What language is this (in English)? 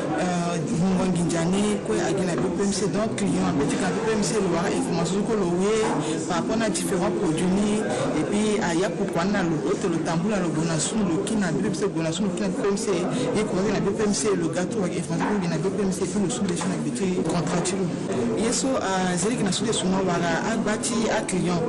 Sango